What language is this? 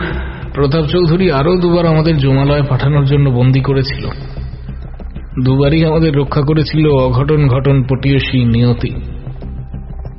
Bangla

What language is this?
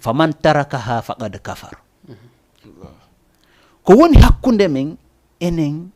Fula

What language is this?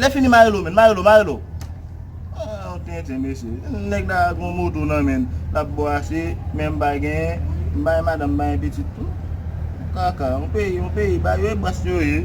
Haitian Creole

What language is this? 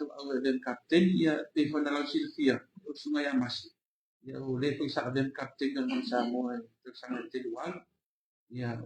Samoan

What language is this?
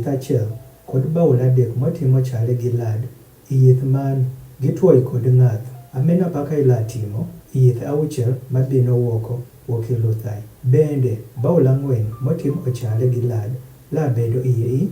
Adhola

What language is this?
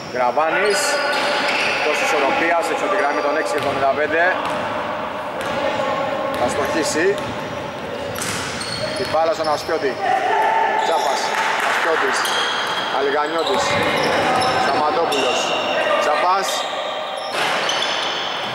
Greek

